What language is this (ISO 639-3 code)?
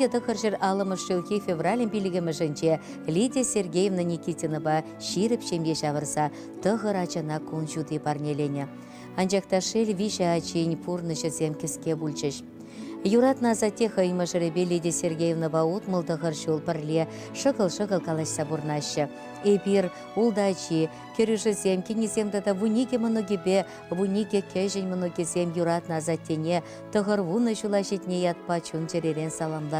chv